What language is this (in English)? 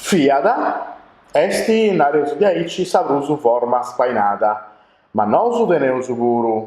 Sardinian